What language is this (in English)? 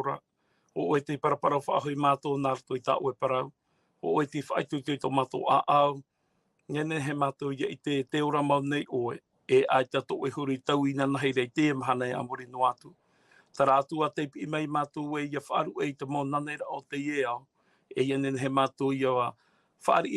Tahitian